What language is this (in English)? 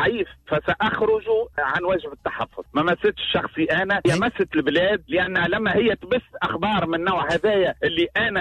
Tunisian Arabic